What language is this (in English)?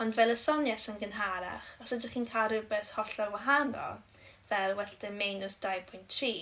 Welsh